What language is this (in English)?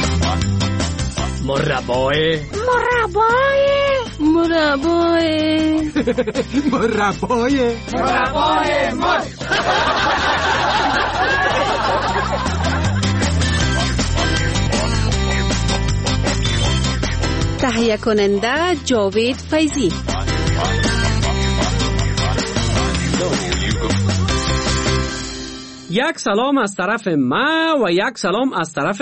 Persian